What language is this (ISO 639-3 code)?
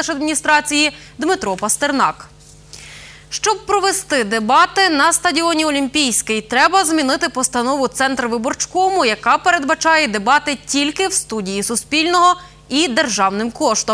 ukr